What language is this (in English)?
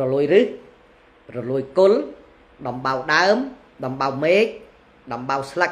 Khmer